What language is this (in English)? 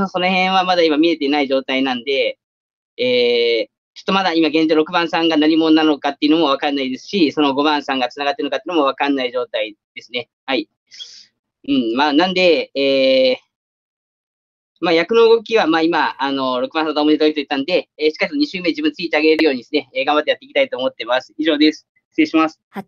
Japanese